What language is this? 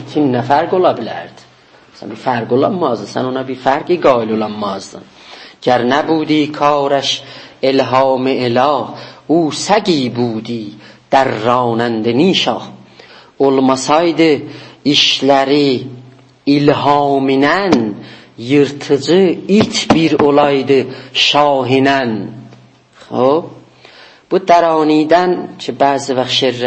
South Azerbaijani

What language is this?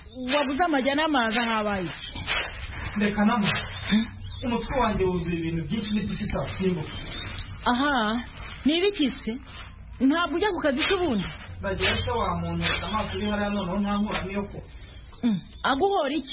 Kinyarwanda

